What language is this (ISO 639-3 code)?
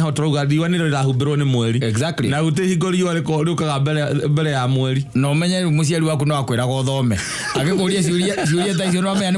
kik